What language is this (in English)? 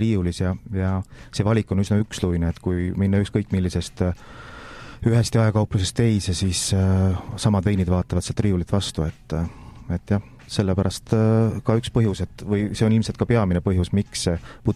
Estonian